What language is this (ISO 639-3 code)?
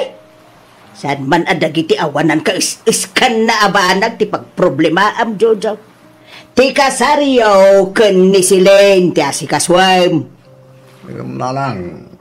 ilo